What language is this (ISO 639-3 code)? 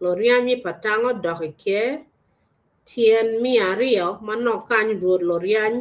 ach